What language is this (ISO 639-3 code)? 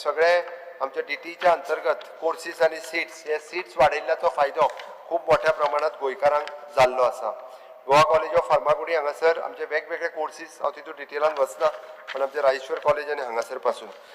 kok